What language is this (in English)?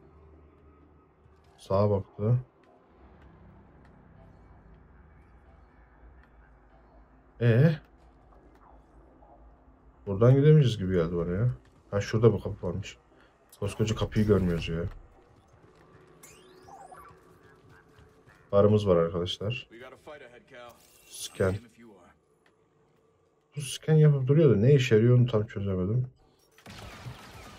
Turkish